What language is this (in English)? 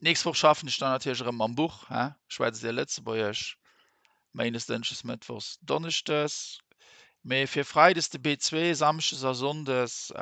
Luxembourgish